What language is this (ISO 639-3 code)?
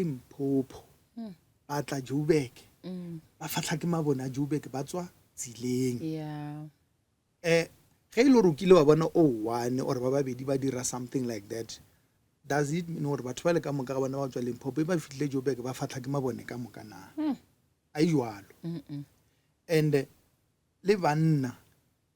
nso